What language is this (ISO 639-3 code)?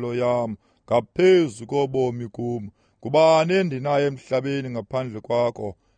xho